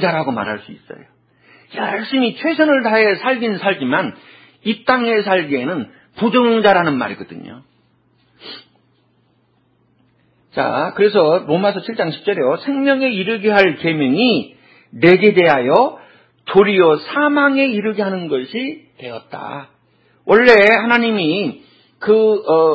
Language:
Korean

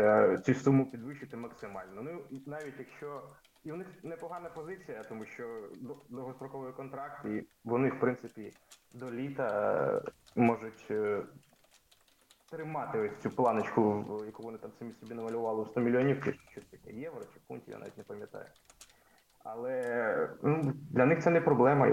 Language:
Ukrainian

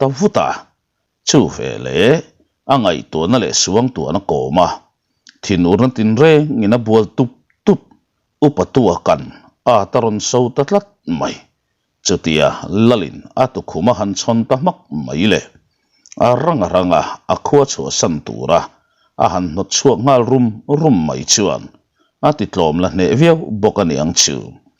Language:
Mizo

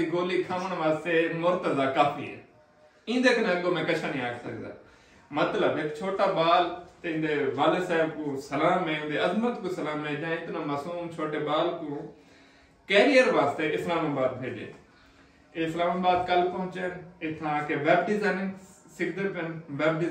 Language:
Saraiki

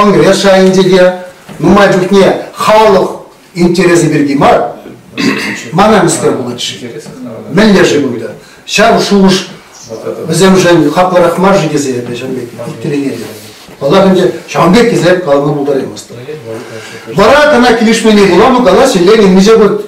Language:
Chuvash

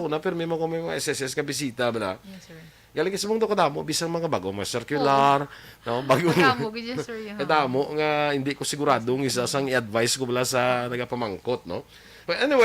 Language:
Hiligaynon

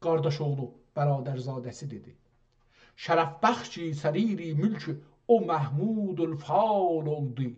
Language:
South Azerbaijani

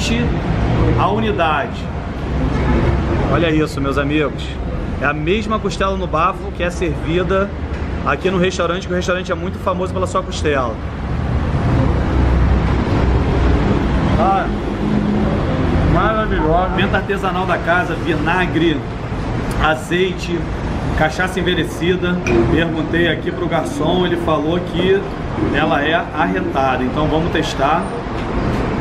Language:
Portuguese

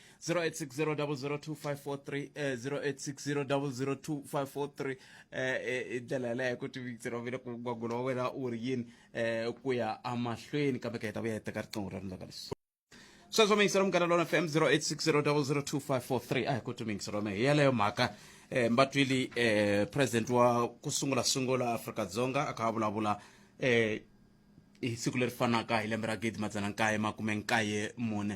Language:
Tsonga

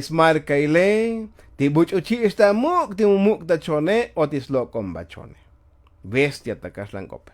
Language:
Tzotzil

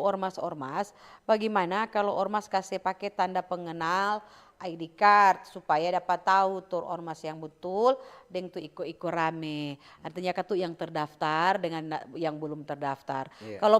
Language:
Manado Malay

